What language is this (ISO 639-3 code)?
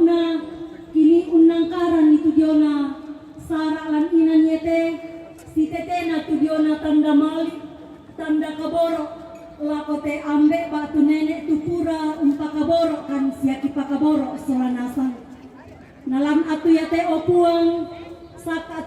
sda